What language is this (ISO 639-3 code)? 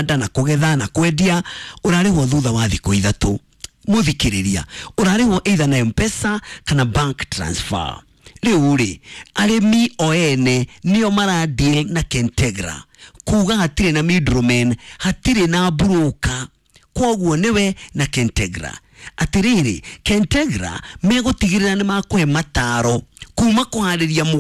kik